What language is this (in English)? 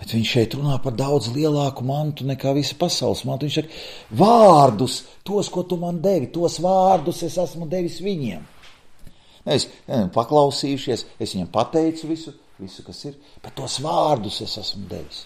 Latvian